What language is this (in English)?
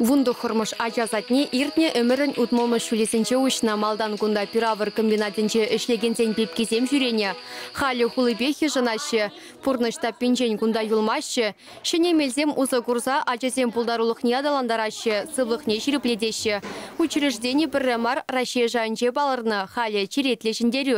Chuvash